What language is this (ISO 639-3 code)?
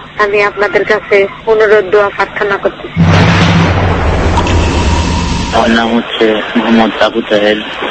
ben